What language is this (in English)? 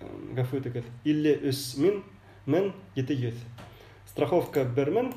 Bashkir